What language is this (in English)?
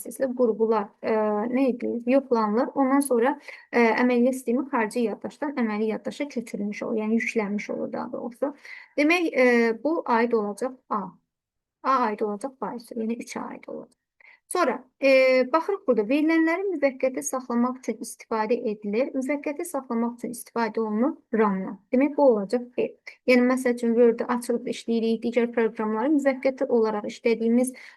Azerbaijani